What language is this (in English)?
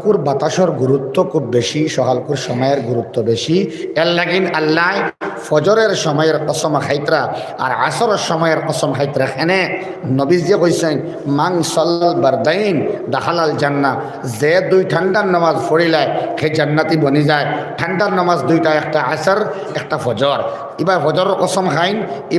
Sylheti